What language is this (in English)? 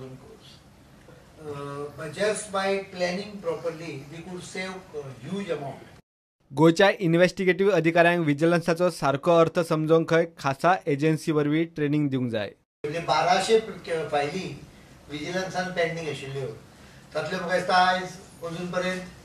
Konkani